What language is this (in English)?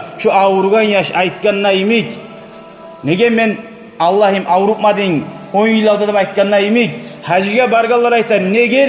Kumyk